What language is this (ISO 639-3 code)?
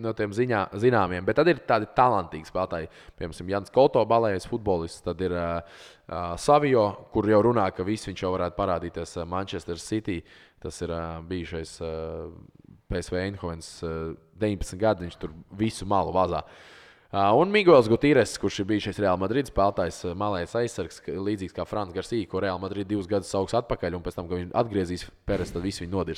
lav